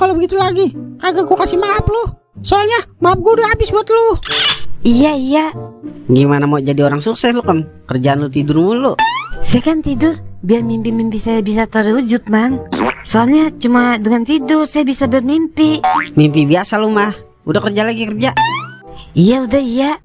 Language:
Betawi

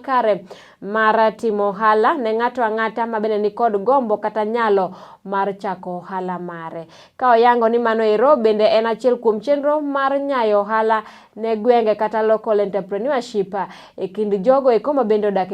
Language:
Luo (Kenya and Tanzania)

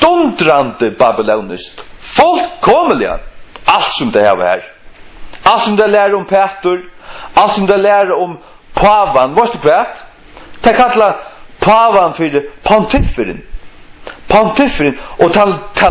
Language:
Faroese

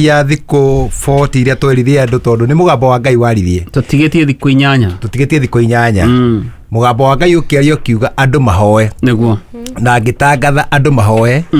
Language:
Kikuyu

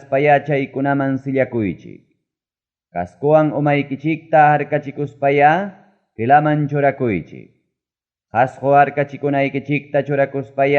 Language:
Ayacucho Quechua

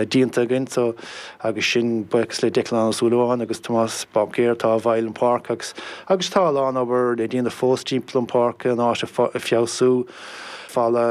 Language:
Irish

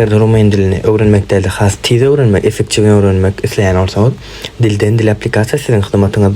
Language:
Turkmen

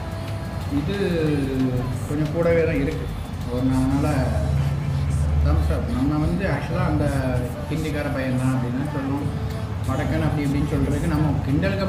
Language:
Tamil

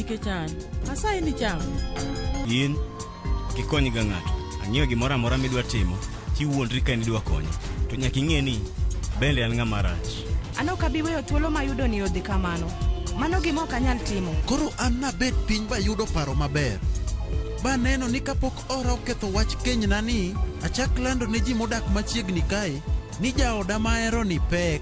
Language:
Luo (Kenya and Tanzania)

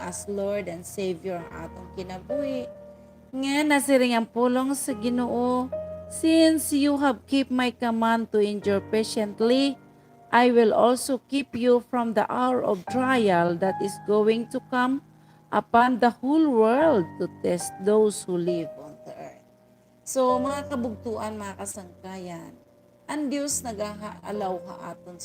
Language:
Waray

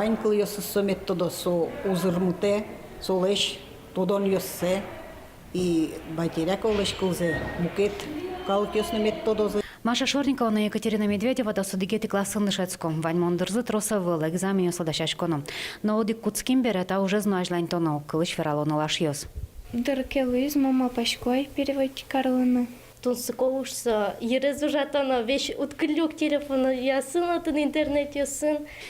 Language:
Udmurt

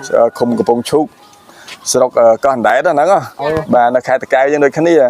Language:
Khmer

